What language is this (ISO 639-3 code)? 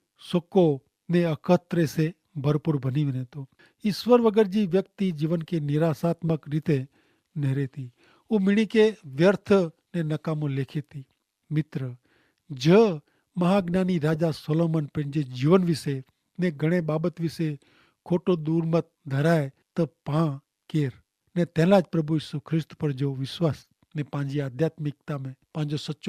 kfr